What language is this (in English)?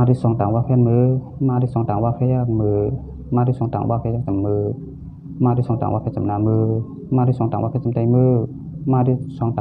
Shan